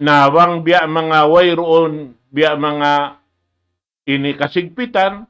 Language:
Tausug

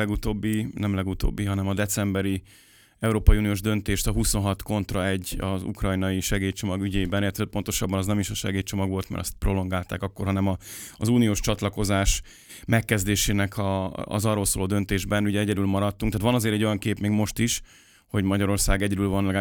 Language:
Hungarian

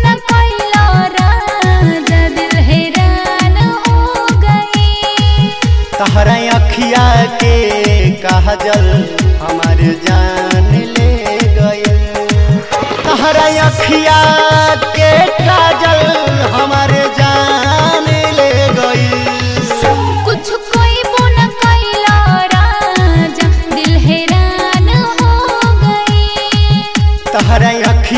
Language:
Bhojpuri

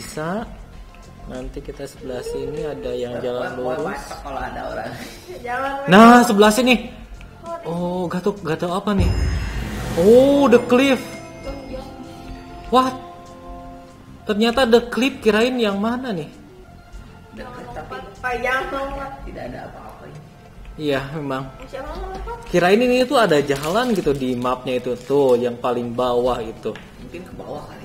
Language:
Indonesian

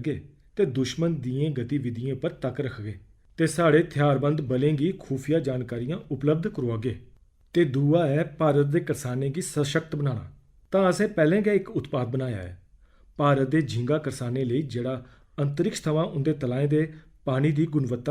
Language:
Dogri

